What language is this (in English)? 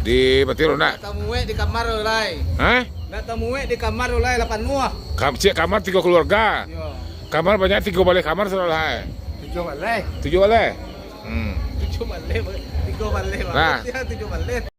Minangkabau